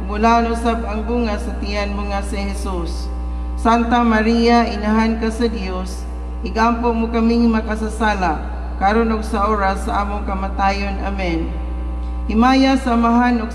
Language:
Cebuano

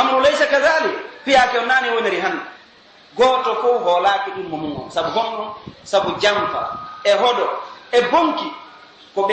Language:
Pular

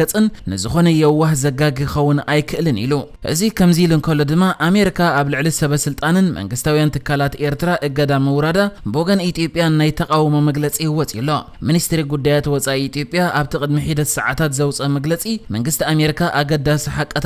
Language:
Tigrinya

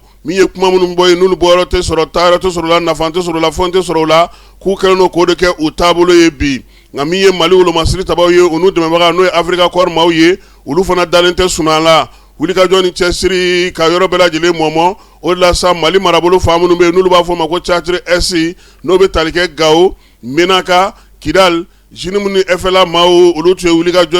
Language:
Bambara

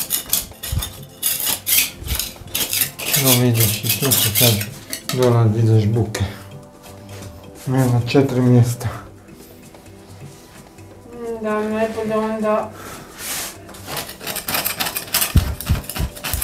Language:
Croatian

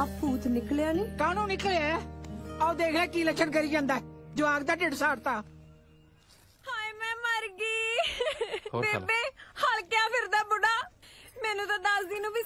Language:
Punjabi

